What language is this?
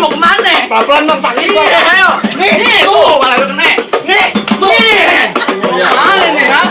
Betawi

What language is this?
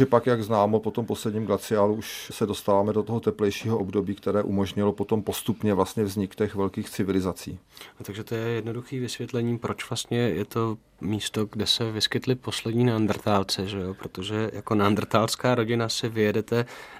Czech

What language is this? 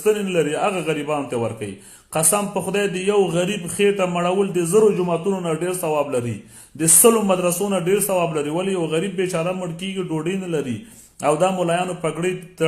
Pashto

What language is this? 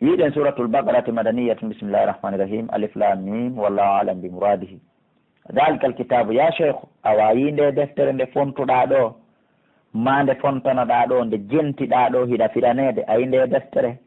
Pular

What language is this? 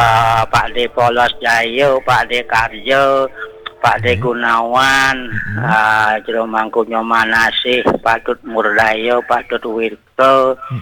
Balinese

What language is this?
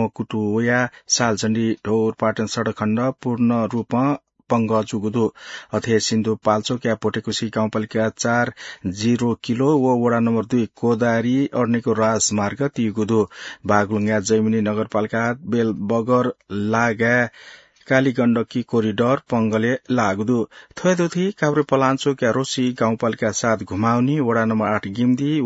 Newari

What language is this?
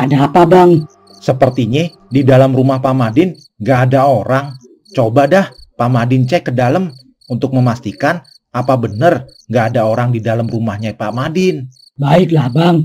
Betawi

